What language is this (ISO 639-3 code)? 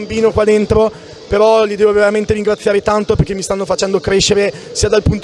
ita